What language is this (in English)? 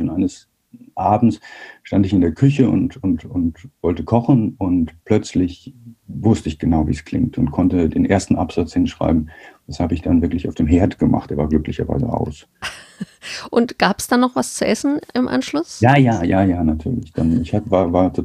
German